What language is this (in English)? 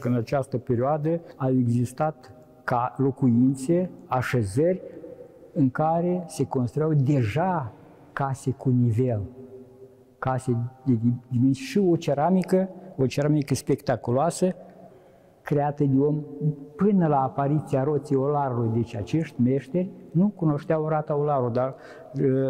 Romanian